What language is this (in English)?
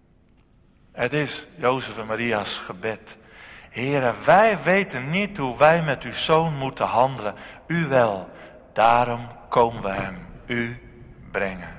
Dutch